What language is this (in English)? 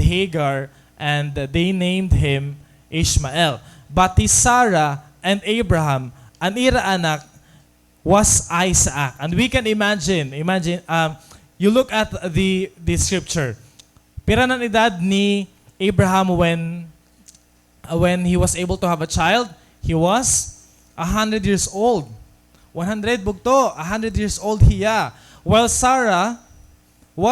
Waray